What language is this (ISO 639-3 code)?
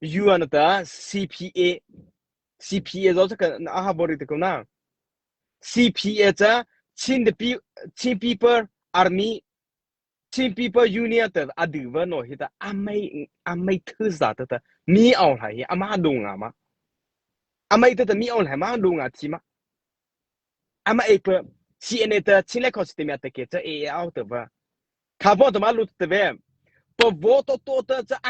mrh